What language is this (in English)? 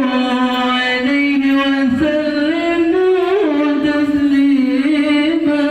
Betawi